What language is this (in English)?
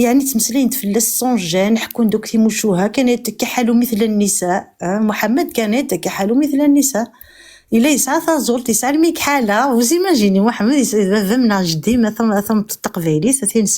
Kabyle